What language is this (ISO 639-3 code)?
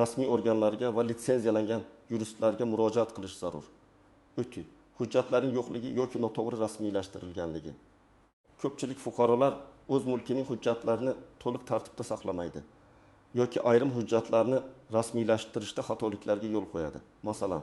uzb